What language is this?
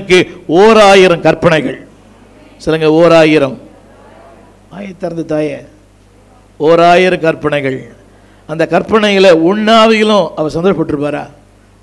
Tamil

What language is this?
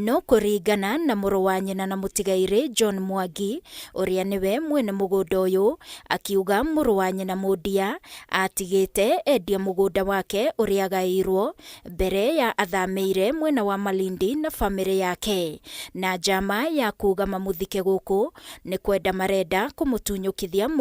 Kikuyu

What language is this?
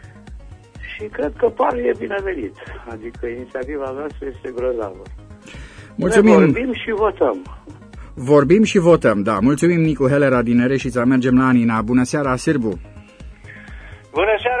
Romanian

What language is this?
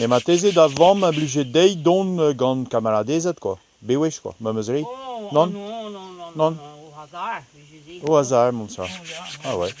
Breton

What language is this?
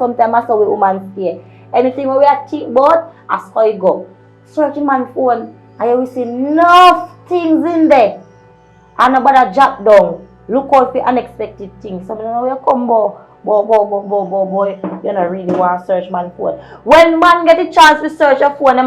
Jamaican Creole English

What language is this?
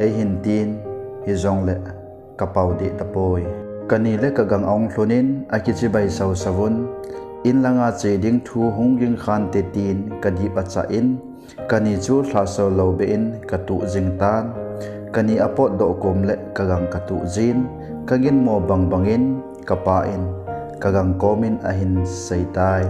Thado Chin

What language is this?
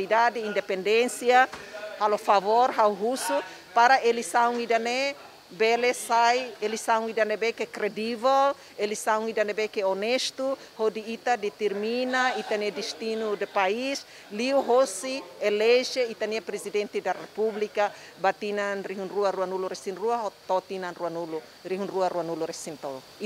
Tetum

